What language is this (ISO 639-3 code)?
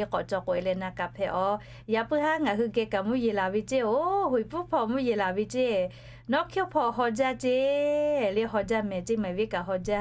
lhu